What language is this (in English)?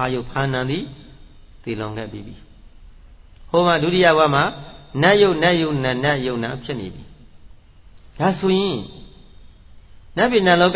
Burmese